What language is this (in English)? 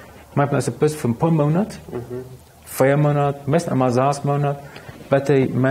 Plautdietsch